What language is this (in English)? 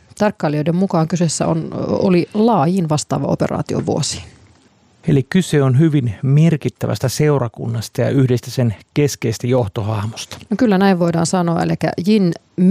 Finnish